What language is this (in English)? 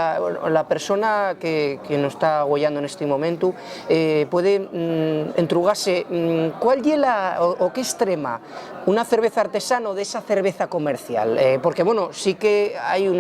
Asturian